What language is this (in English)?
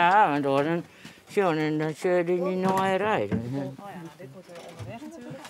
Western Frisian